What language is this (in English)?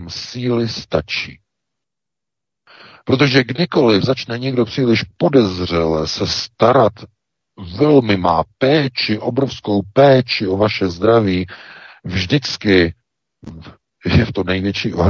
Czech